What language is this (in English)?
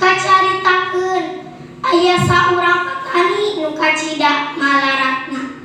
Sundanese